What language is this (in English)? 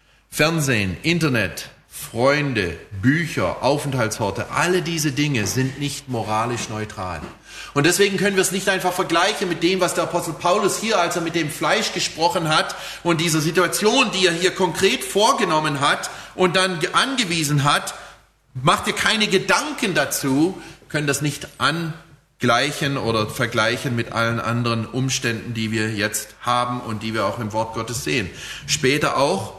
German